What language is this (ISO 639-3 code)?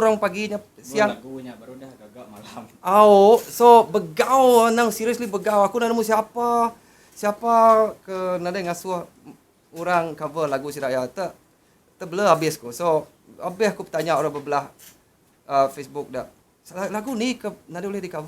iba